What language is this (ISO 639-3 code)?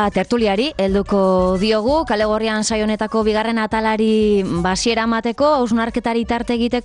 eus